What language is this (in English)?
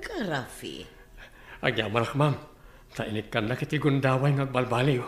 Iloko